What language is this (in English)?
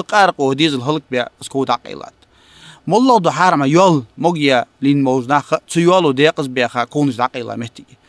Ingush